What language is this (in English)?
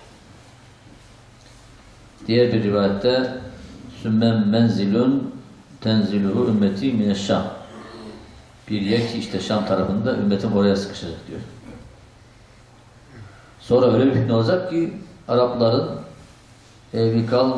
Turkish